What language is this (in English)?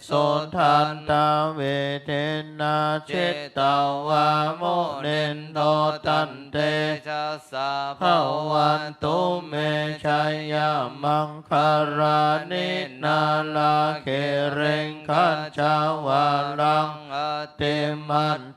Pali